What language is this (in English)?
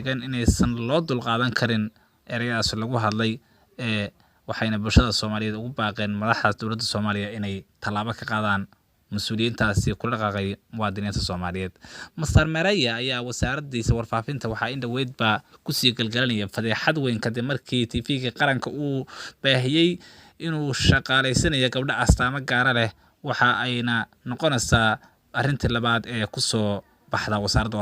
Somali